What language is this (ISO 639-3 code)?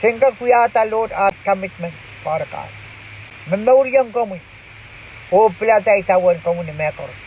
pon